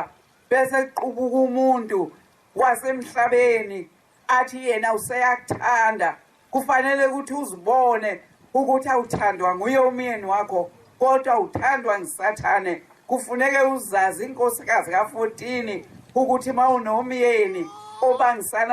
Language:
Zulu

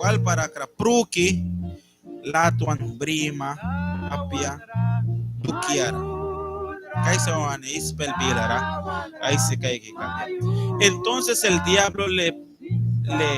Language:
Mískito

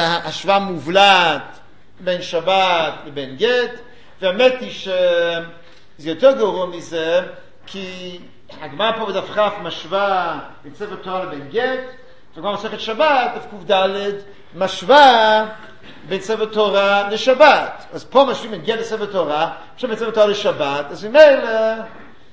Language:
Hebrew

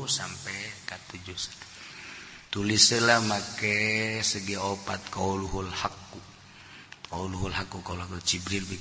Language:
Sundanese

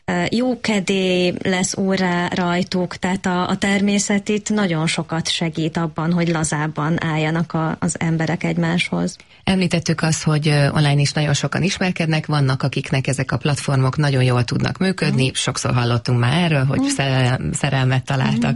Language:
Hungarian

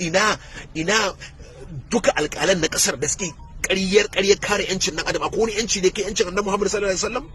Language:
Hausa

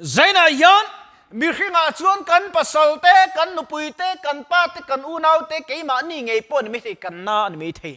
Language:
Mizo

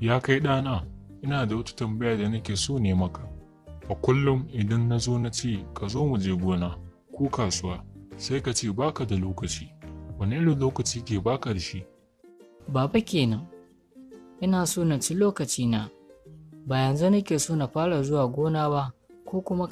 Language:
Hausa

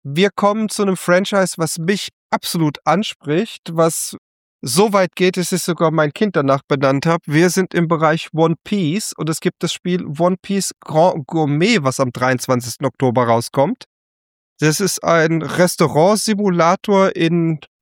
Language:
German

